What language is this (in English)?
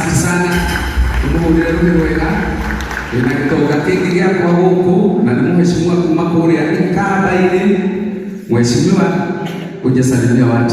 Kikuyu